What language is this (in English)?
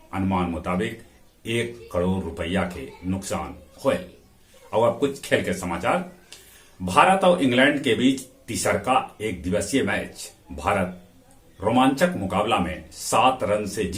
Magahi